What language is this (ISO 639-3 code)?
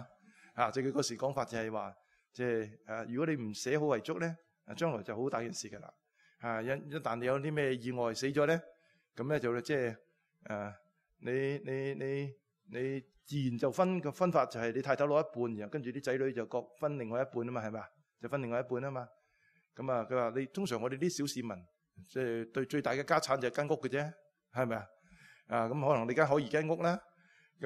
yue